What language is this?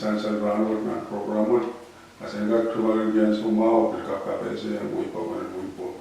Pohnpeian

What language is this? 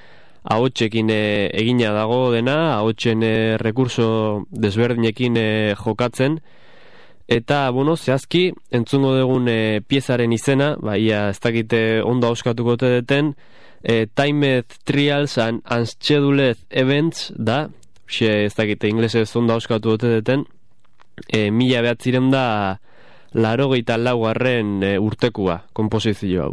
Basque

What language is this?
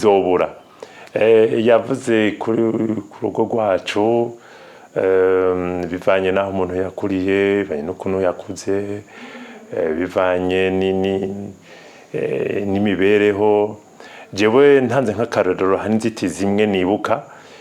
Rundi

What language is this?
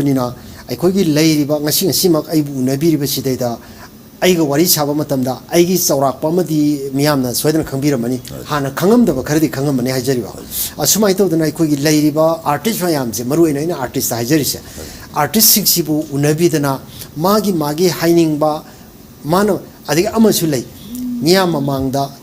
Manipuri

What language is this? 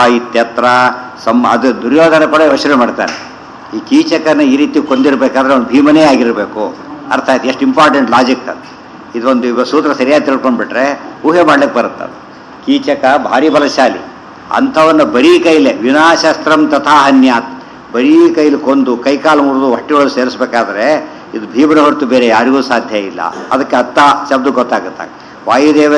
Kannada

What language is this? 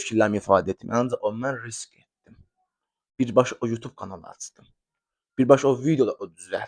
Azerbaijani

